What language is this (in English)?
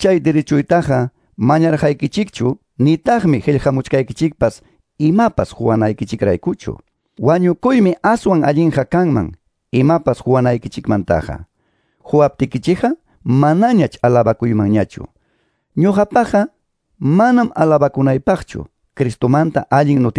Quechua